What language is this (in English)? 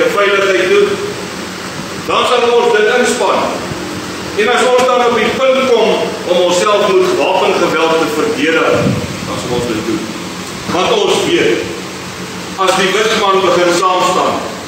Afrikaans